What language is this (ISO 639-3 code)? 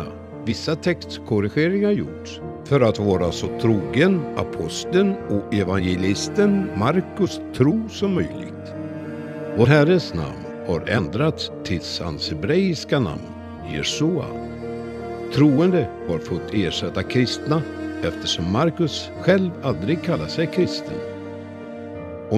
swe